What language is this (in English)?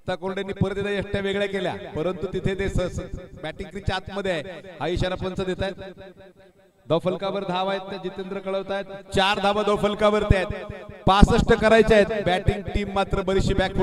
Marathi